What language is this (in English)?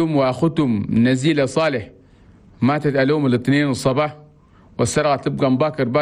Chadian Arabic